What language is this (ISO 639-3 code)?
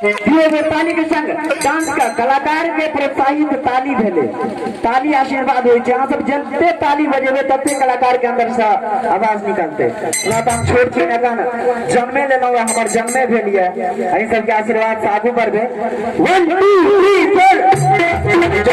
mai